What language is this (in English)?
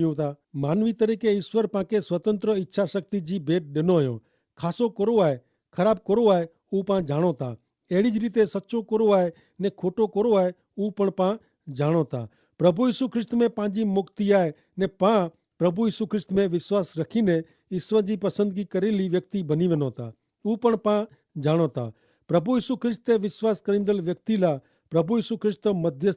Kachhi